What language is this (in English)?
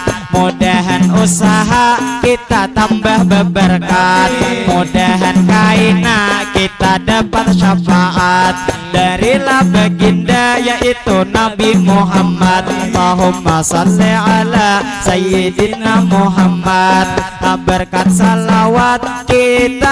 Banjar